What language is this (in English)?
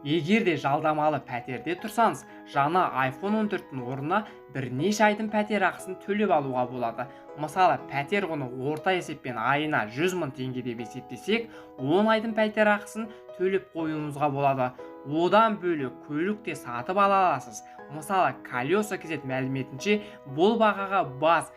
Kazakh